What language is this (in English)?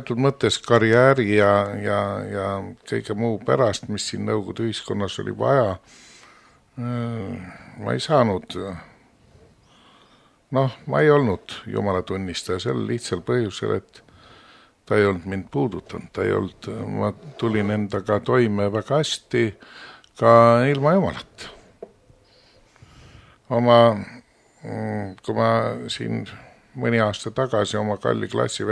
Estonian